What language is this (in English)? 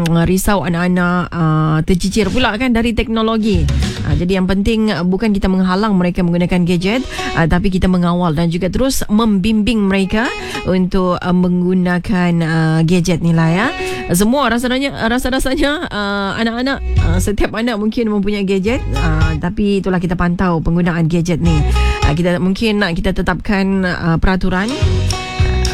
Malay